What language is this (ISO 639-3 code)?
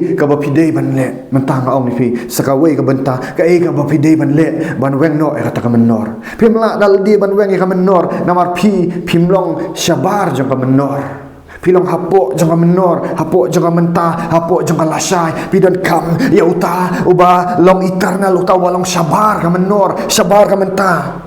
kha